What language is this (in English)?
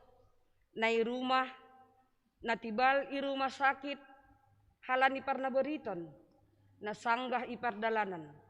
Batak Simalungun